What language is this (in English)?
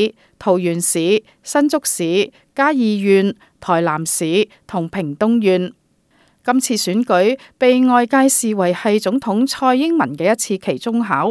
Cantonese